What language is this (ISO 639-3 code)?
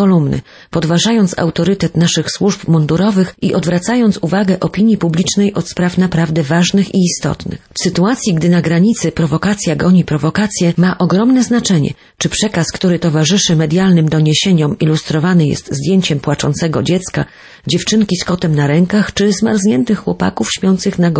pol